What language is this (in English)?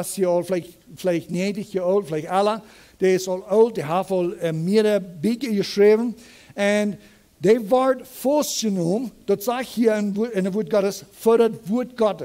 Plautdietsch